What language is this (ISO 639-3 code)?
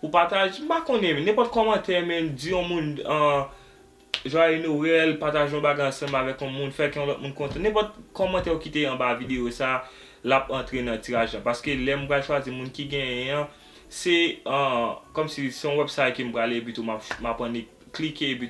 hat